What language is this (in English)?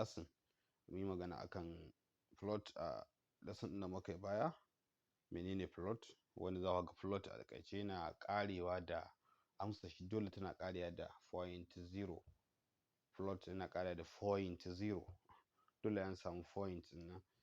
Hausa